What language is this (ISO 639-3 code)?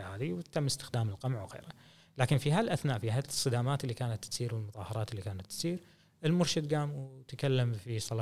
afb